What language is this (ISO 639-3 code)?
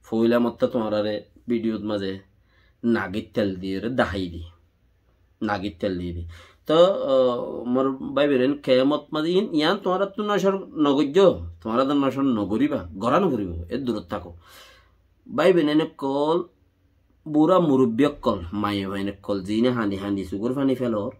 rhg